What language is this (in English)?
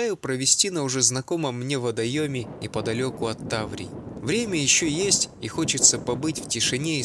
Russian